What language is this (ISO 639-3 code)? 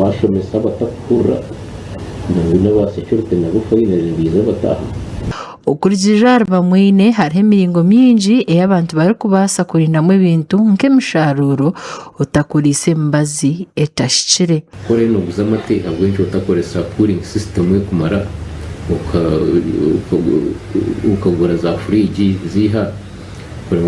nyn